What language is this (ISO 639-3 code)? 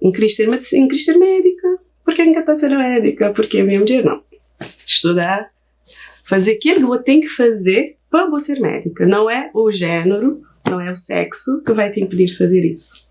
kea